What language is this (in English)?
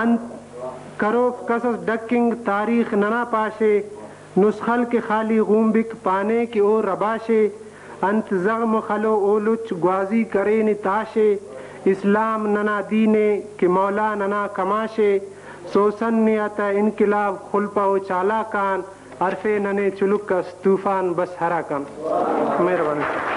Brahui